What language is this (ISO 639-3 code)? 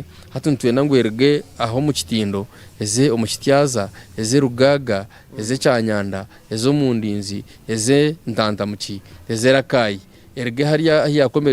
nyn